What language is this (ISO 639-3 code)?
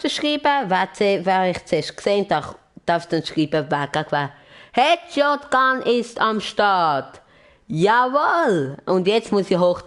gsw